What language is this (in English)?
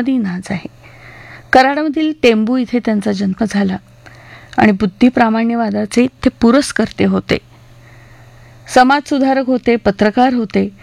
Marathi